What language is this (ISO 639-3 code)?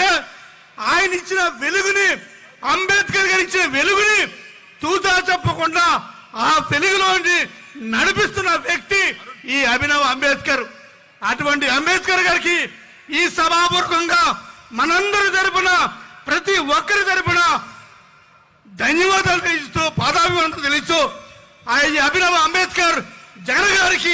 tel